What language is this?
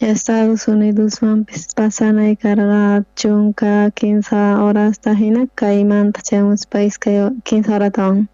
South Bolivian Quechua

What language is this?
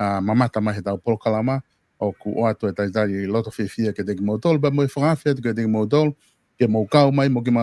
Tongan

